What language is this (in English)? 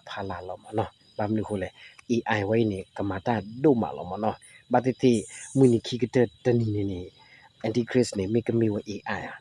S'gaw Karen